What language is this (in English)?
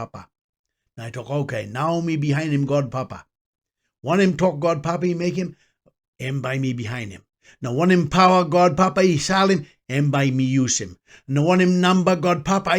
Tok Pisin